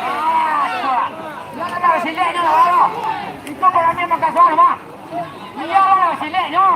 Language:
Minangkabau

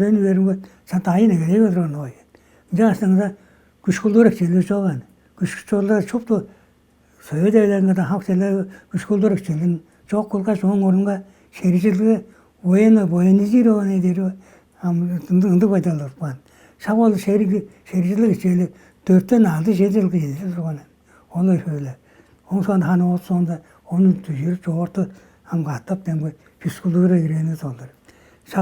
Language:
Tuvinian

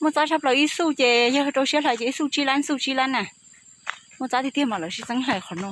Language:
Hmong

